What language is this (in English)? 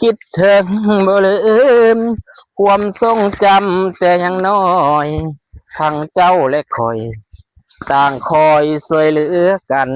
Lao